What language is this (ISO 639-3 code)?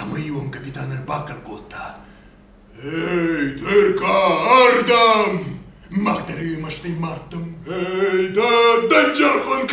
oss